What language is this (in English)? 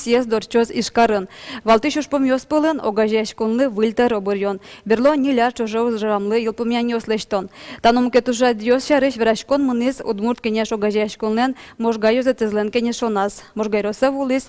Udmurt